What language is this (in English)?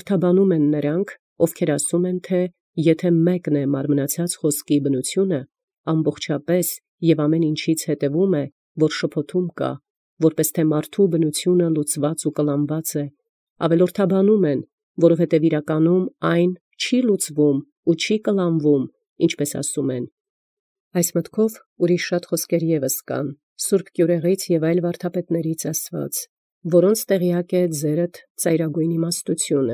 Armenian